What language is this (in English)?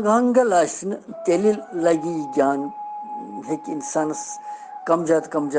Kashmiri